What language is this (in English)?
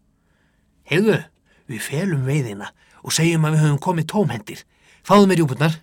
Icelandic